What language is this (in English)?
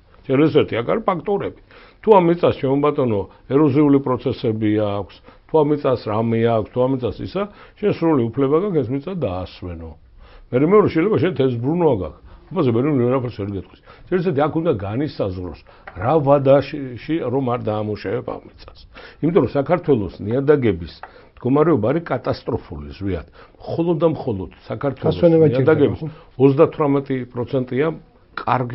Georgian